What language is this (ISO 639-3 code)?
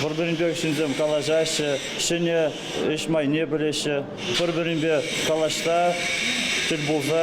chv